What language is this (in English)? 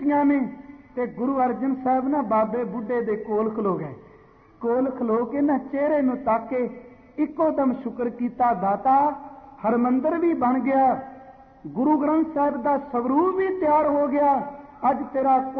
Punjabi